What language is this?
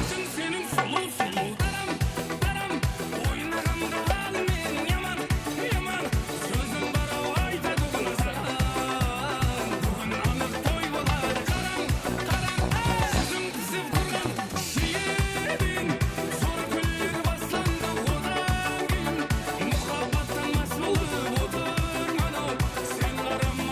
Kara-Kalpak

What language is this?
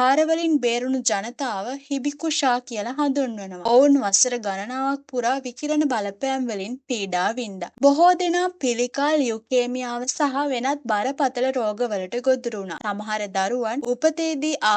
Sinhala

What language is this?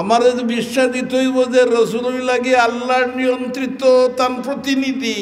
Sylheti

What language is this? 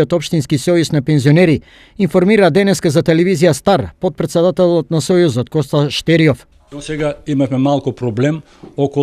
Macedonian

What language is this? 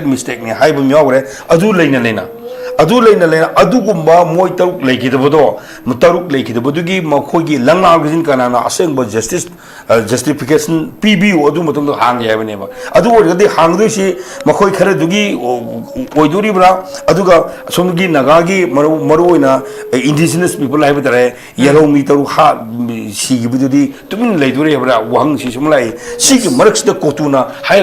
Manipuri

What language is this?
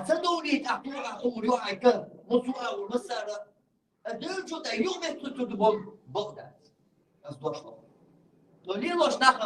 Chechen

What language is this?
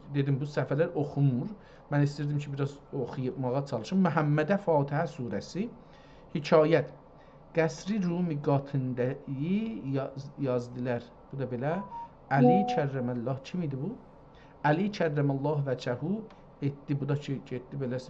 South Azerbaijani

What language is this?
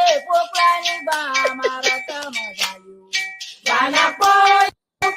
Ewe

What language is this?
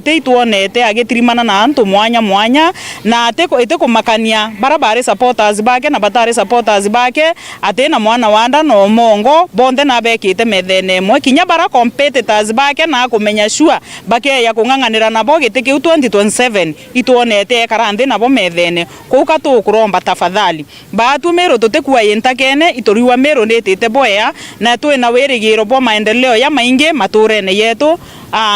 Meru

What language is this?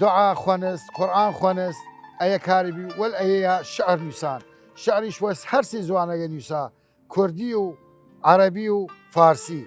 Southern Kurdish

